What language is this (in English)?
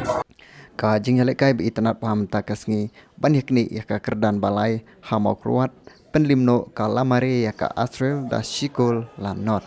Khasi